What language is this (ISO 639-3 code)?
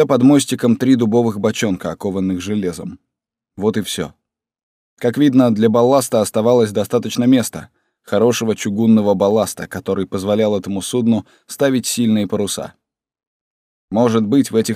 rus